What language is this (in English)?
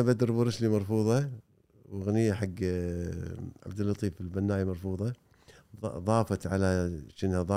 Gulf Arabic